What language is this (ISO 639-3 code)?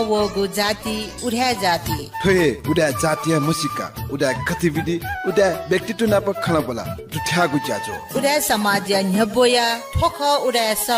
new